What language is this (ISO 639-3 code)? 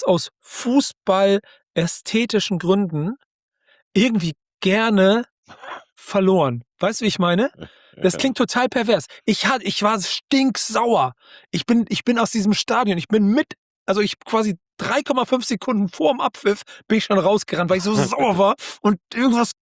deu